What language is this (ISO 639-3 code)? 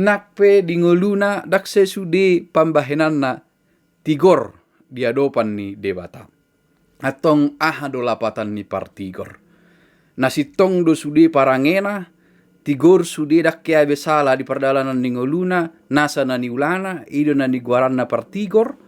bbc